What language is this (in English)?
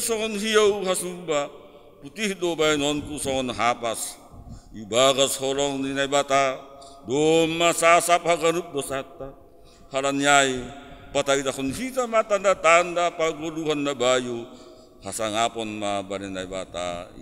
Batak Simalungun